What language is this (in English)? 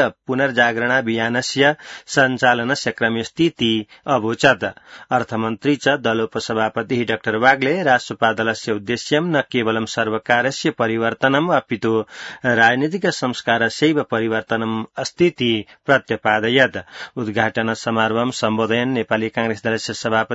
Sanskrit